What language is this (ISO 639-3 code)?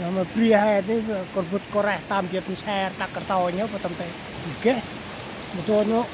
cmo